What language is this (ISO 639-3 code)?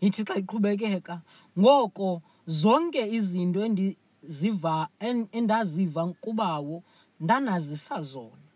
xho